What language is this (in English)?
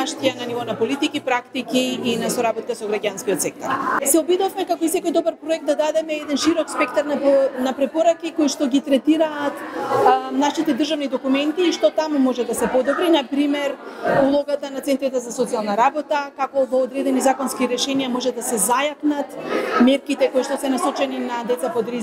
Macedonian